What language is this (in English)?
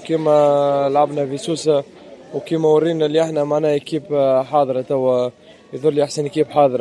Tunisian Arabic